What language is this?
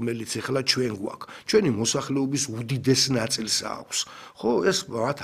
Georgian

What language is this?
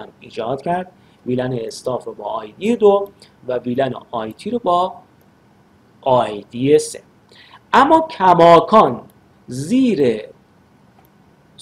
Persian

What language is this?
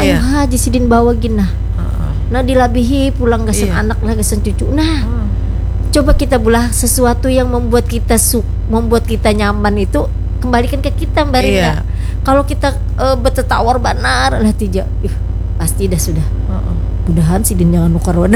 Banjar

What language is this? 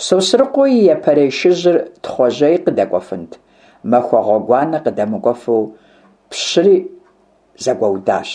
Kabardian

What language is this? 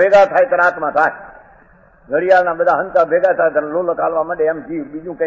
Gujarati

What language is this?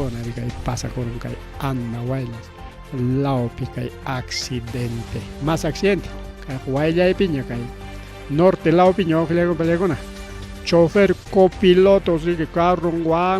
Ayacucho Quechua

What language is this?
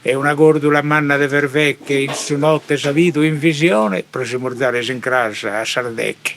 Sardinian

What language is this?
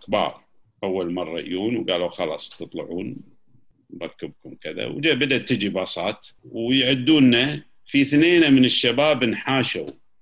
Gulf Arabic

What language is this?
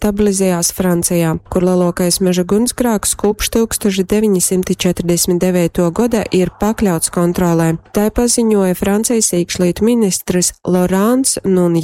Latgalian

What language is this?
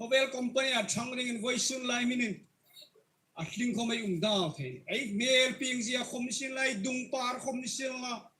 Hmar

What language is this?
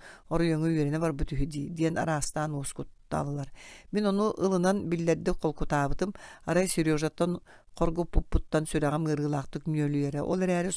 Yakut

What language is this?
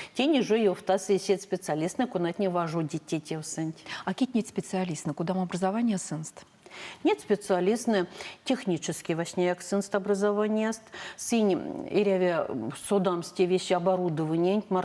Erzya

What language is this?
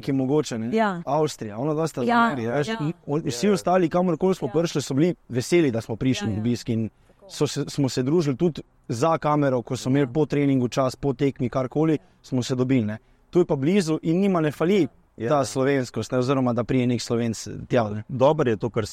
Slovenian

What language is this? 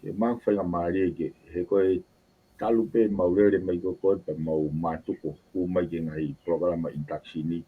Tongan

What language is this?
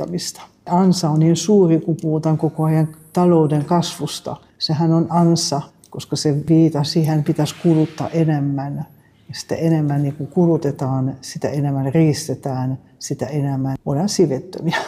Finnish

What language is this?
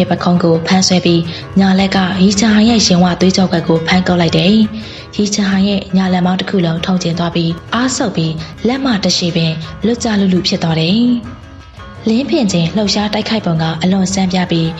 Burmese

